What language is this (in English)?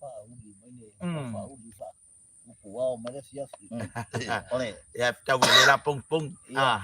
Samoan